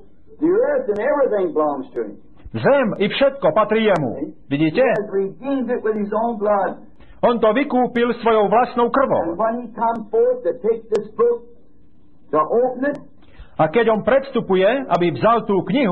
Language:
Slovak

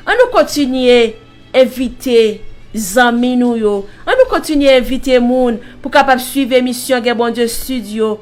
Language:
Haitian Creole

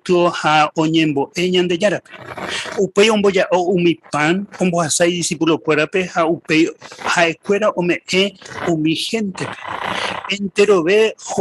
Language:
Guarani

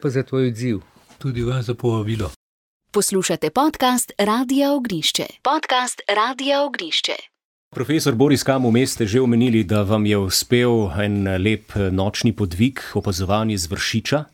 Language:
Slovenian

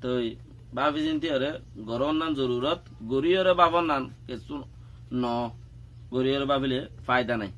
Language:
Rohingya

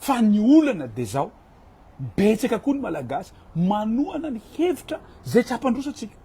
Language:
Malagasy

